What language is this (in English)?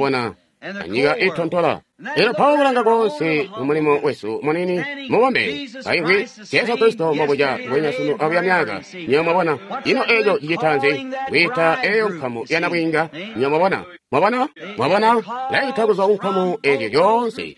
Tonga (Zambia)